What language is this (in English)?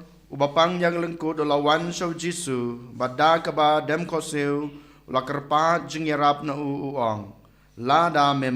Khasi